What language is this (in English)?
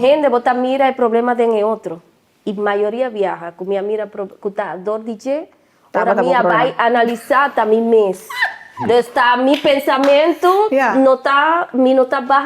Papiamento